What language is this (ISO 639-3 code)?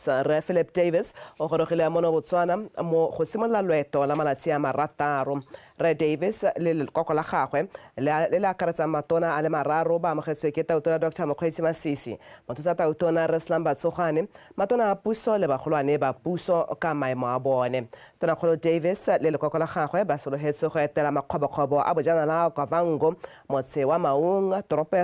tsn